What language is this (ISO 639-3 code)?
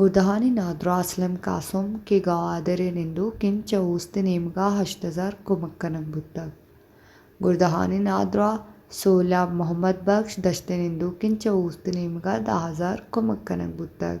bal